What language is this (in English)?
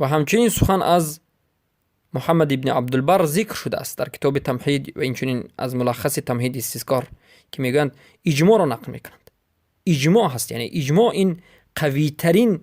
Persian